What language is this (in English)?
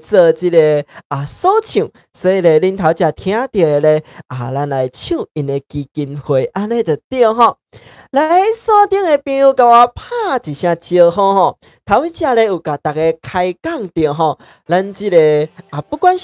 Min Nan Chinese